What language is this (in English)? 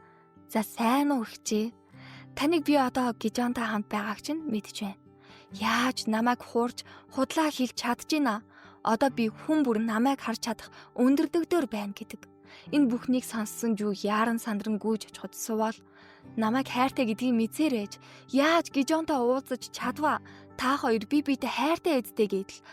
Mongolian